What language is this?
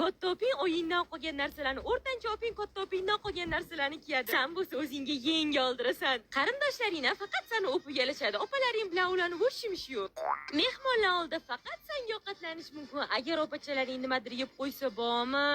Uzbek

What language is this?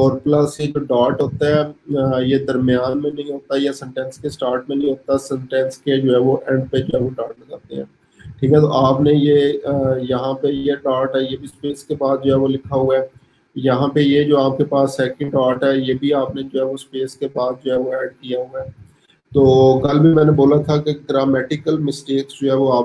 Hindi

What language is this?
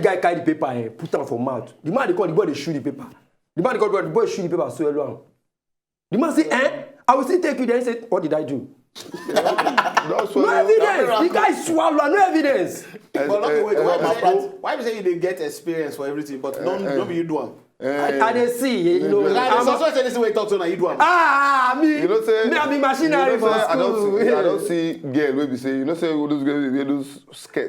Nigerian Pidgin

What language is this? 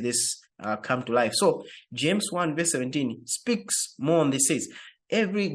English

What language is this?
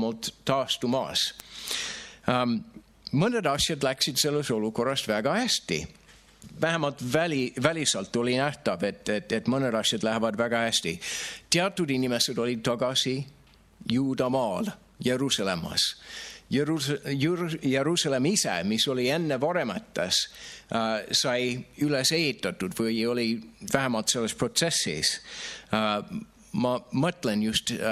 Estonian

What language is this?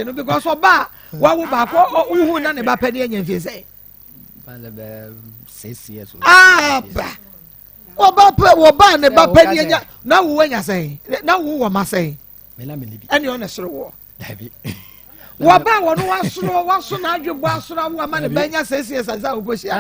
Akan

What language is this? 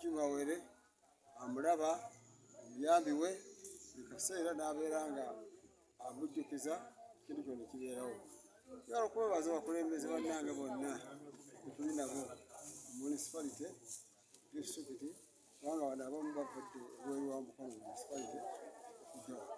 Ganda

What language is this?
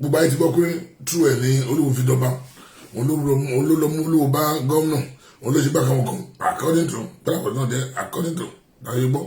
Yoruba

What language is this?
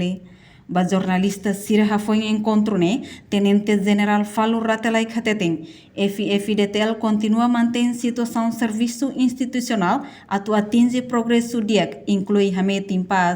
Tetum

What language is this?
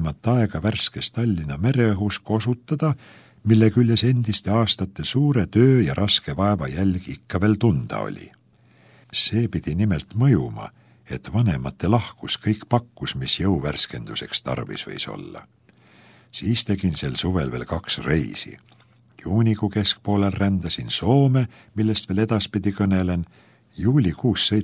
Estonian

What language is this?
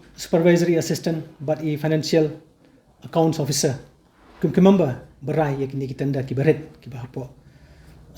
Khasi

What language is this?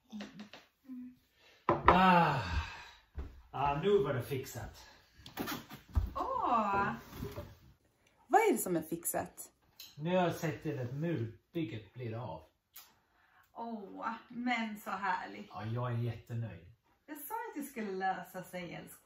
Swedish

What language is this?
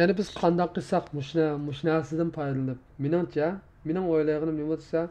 Uyghur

